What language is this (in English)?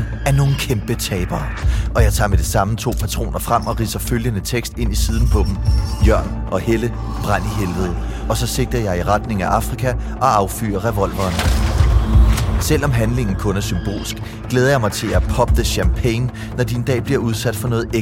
Danish